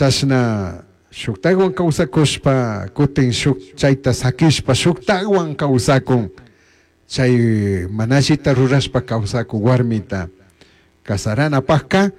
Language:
Chimborazo Highland Quichua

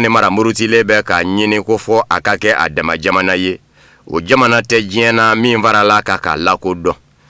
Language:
Bambara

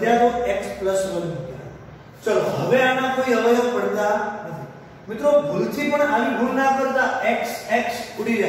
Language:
Gujarati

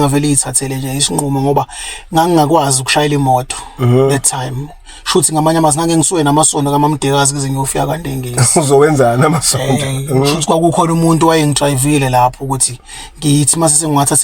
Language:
Zulu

